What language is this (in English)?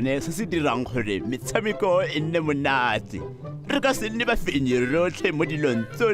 Tswana